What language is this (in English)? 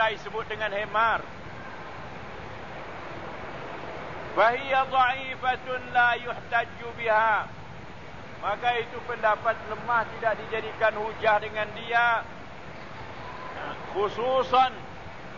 Malay